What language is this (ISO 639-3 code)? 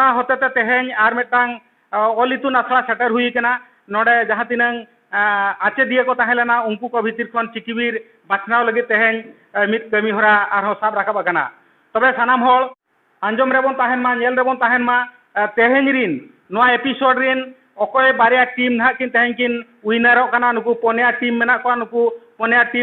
sat